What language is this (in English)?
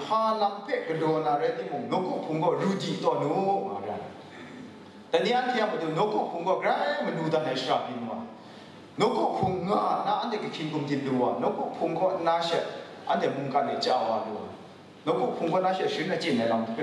Kachin